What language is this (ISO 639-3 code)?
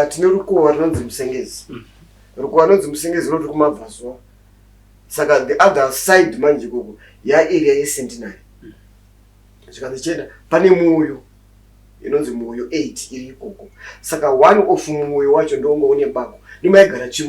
sna